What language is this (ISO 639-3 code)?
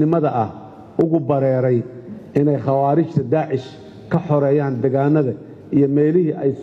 som